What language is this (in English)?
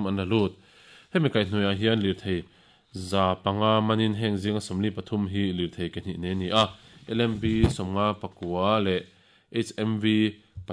Mizo